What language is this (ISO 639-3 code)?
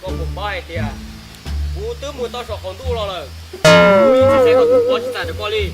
hmn